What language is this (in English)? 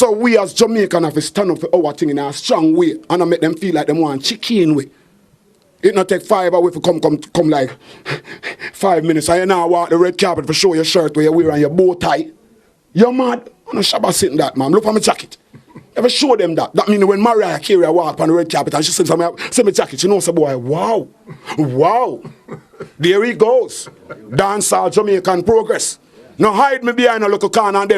Jamaican Creole English